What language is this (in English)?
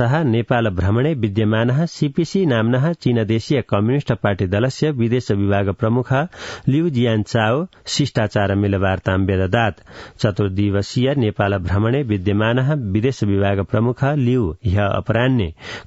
Sanskrit